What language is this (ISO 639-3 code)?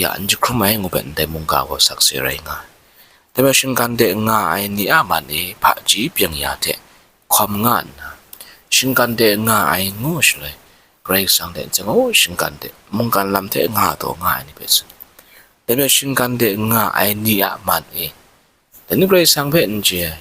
kac